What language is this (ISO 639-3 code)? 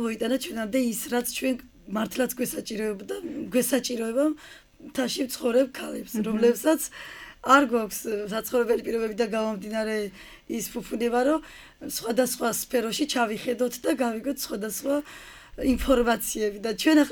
kat